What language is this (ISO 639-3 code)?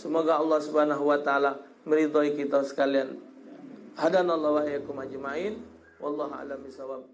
mui